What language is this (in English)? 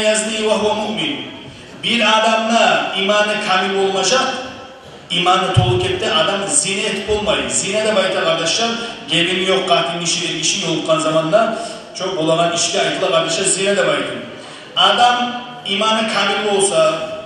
Kumyk